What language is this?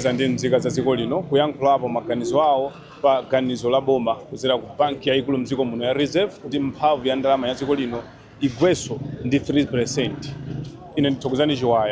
Nyanja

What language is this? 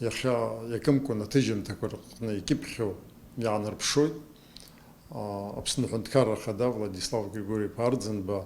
Abkhazian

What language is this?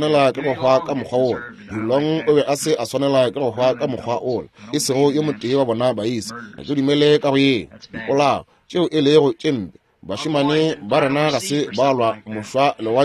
Northern Sotho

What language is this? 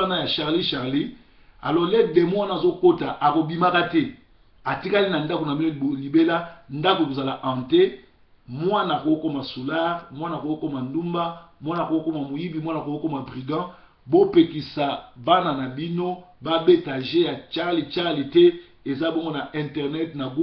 Lingala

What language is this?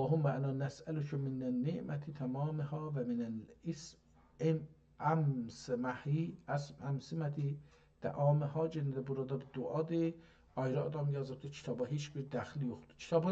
South Azerbaijani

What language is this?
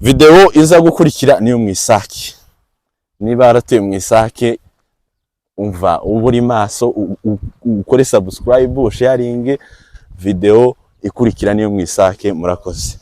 Kinyarwanda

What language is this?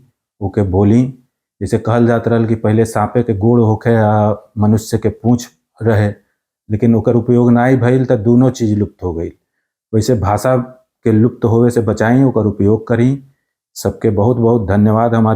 Bhojpuri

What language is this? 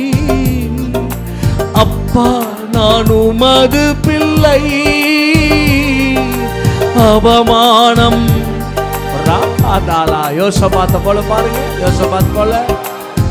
Tamil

